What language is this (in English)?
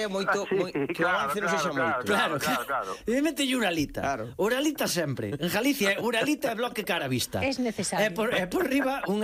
Galician